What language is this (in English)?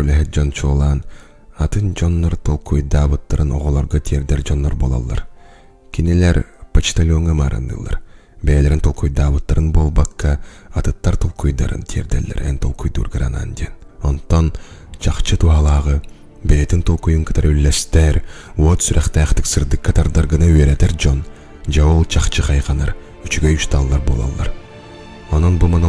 Yakut